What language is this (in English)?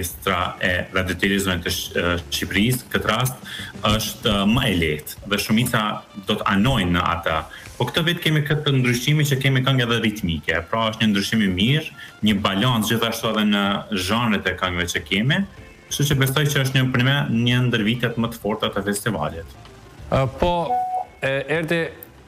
Albanian